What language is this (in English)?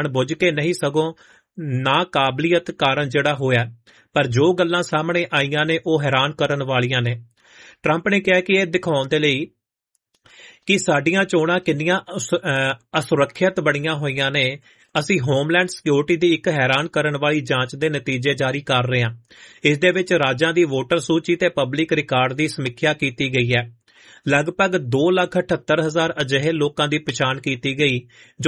Punjabi